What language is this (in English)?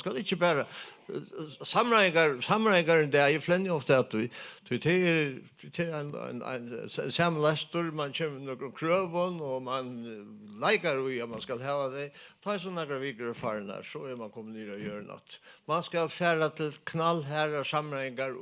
Faroese